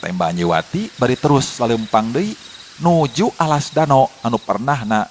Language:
Sundanese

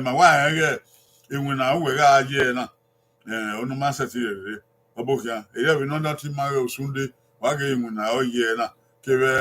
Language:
Bini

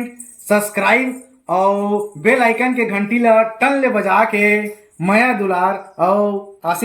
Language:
Chhattisgarhi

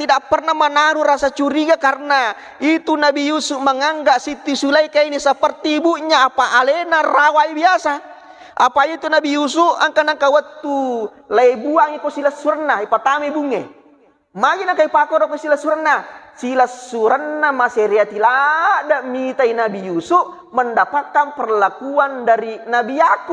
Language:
Buginese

